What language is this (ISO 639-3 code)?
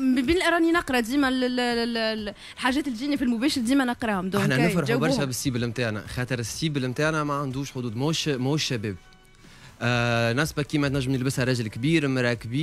aeb